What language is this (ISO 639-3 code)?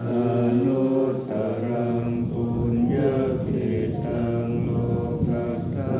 pli